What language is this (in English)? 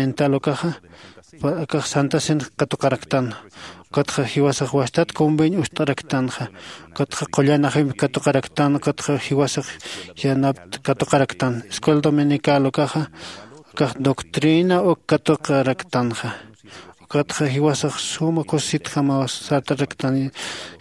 Aymara